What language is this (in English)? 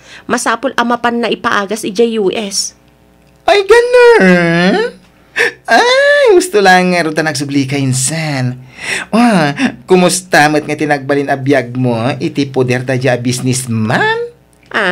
Iloko